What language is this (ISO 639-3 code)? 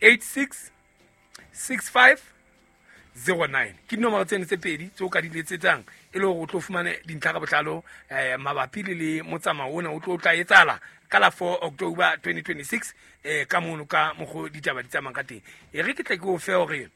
sot